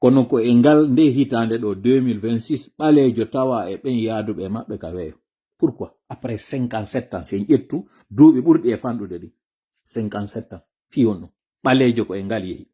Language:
Fula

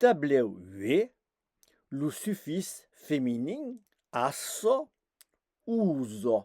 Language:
Occitan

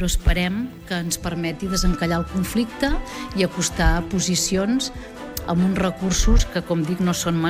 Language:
Catalan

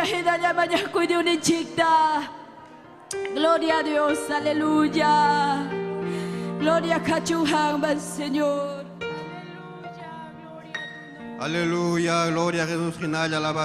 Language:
Ayacucho Quechua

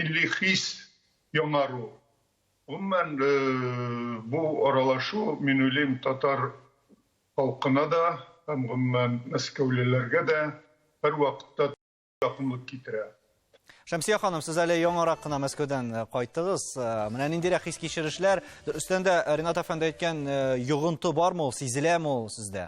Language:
Tatar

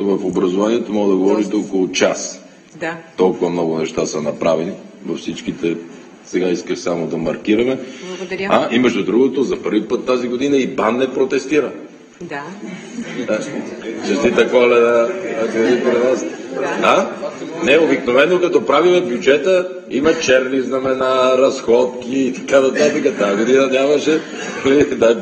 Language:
Bulgarian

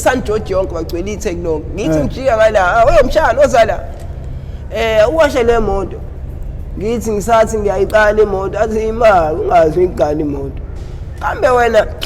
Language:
Zulu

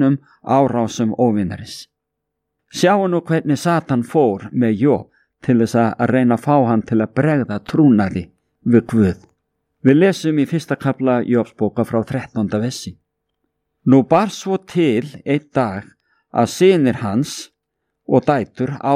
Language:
Icelandic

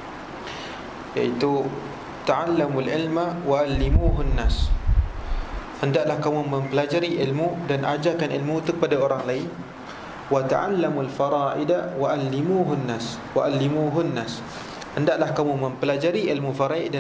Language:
Malay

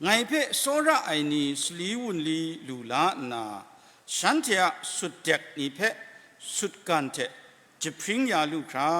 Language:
Kachin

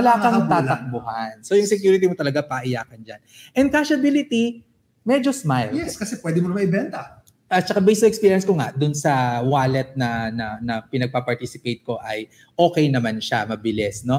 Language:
Filipino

